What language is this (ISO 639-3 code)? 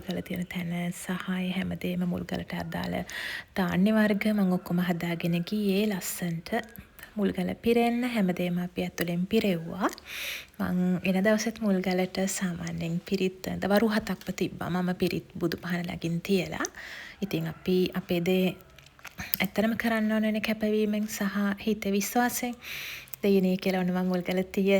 sin